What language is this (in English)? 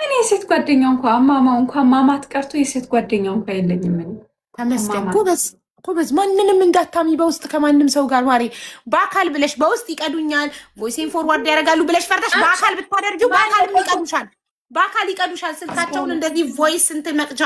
Amharic